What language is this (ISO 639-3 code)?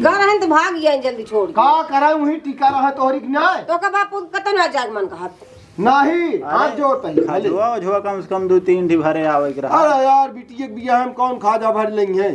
awa